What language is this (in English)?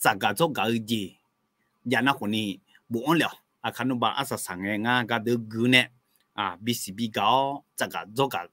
Akha